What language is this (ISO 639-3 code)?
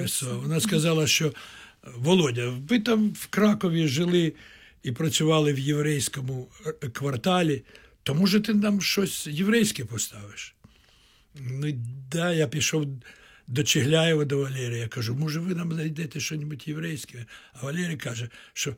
ukr